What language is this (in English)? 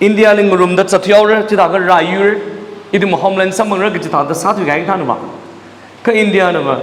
Tangkhul Naga (India)